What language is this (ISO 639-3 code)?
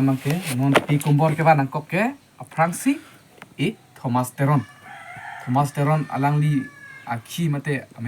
mjw